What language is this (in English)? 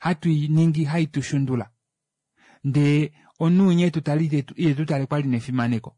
Kuanyama